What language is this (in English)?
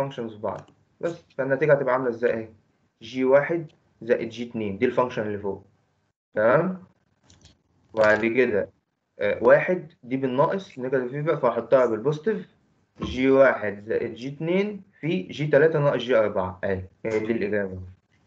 Egyptian Arabic